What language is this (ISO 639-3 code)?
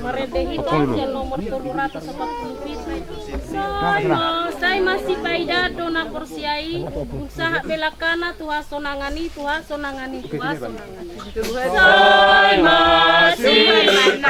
bbc